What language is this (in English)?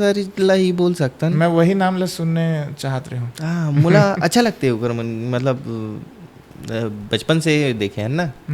Chhattisgarhi